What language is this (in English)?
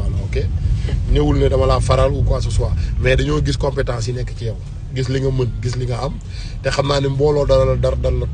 Wolof